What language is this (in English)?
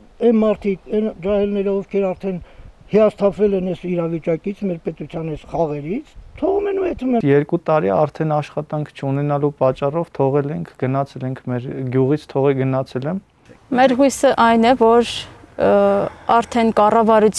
Armenian